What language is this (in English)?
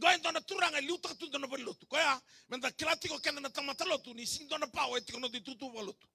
Fijian